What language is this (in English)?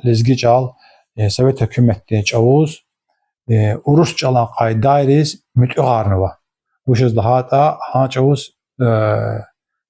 Lezghian